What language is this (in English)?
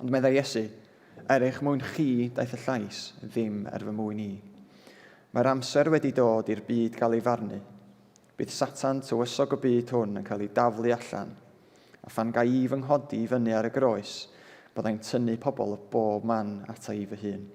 Welsh